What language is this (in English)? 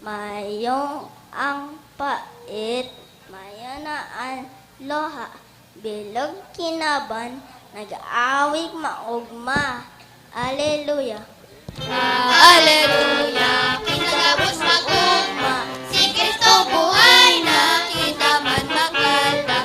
Bikol